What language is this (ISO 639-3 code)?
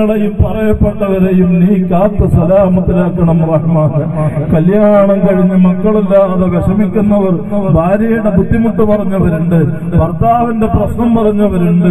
mal